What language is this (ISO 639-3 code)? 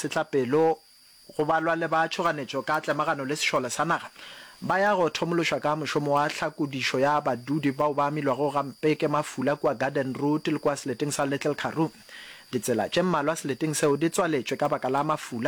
nso